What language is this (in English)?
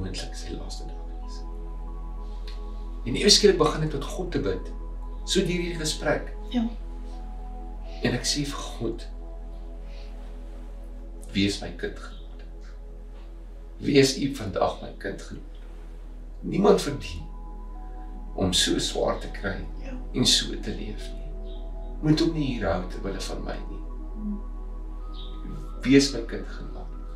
Afrikaans